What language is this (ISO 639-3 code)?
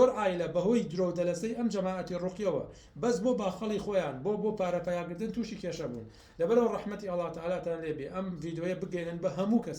ckb